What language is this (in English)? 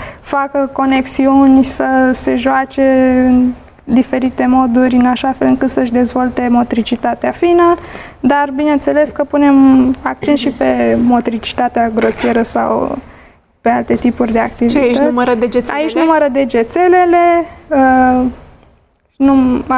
Romanian